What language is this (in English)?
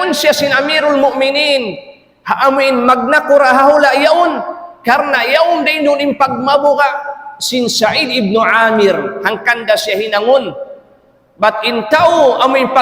Tausug